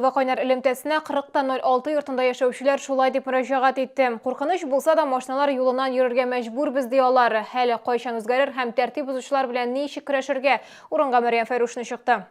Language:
Tatar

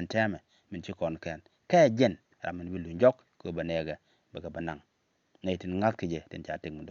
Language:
Nuer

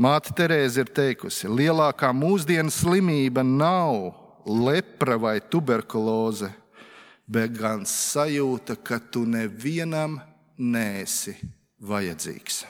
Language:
Latvian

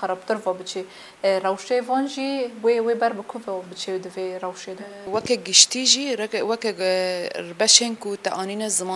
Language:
Kurdish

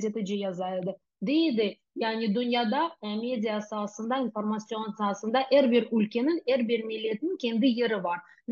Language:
Crimean Tatar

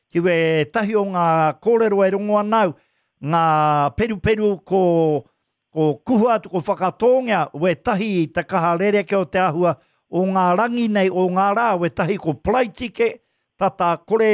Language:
Māori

